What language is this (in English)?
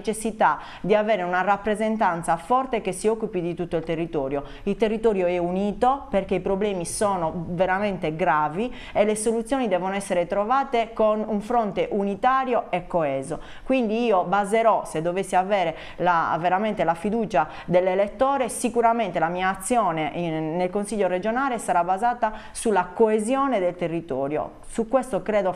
Italian